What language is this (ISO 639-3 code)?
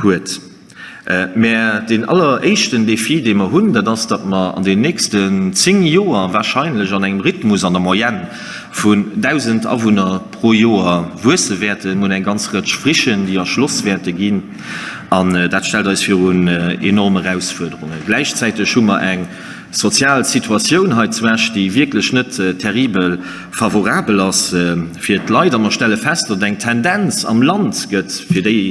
ltz